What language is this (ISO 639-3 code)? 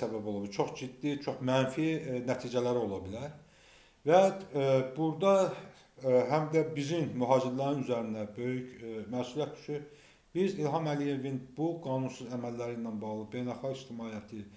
aze